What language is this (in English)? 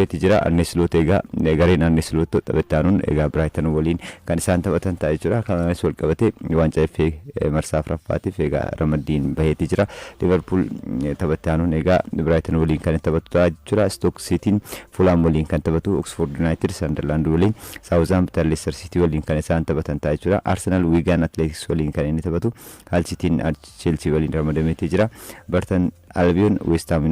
Oromo